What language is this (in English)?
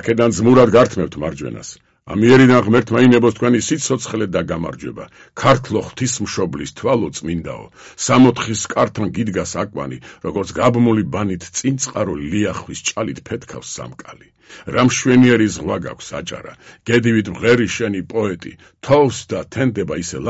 Georgian